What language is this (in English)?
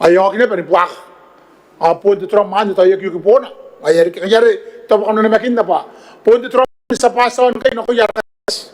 Gilbertese